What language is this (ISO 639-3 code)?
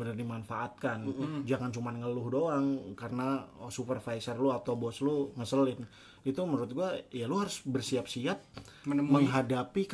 ind